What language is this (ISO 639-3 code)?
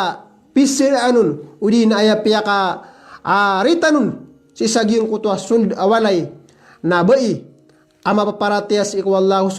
mrw